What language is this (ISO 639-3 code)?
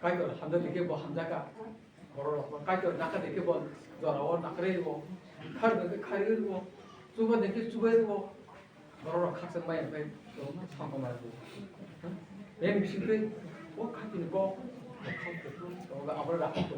trp